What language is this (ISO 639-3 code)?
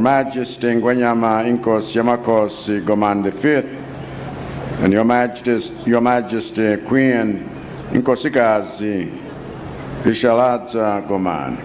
nya